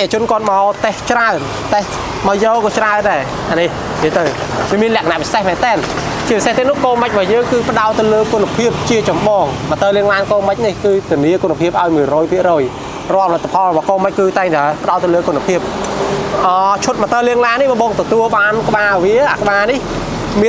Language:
Khmer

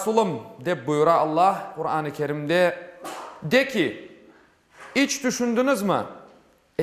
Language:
Crimean Tatar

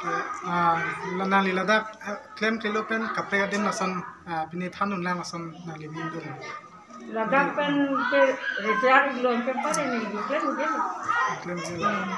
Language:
Karbi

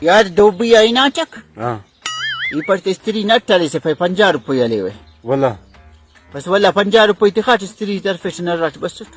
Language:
Brahui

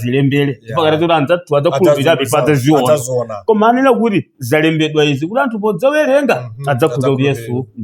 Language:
Nyanja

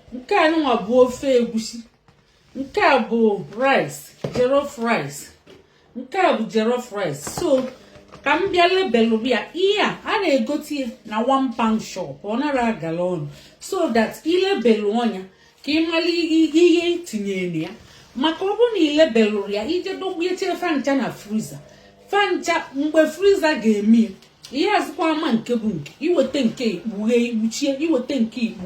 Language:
Igbo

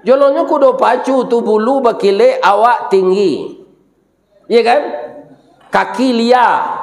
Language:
Minangkabau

